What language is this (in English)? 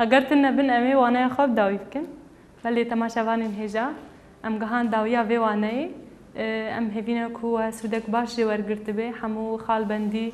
Kurdish